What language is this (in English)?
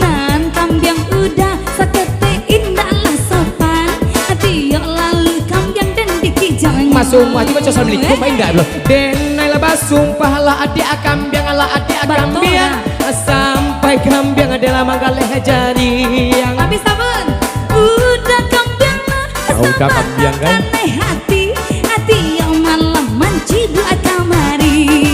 Minangkabau